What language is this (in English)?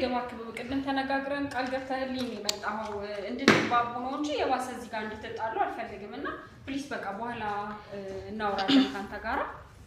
Amharic